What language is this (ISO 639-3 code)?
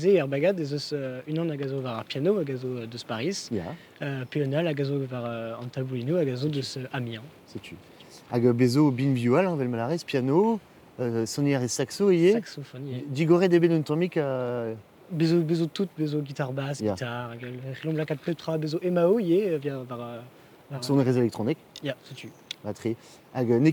bre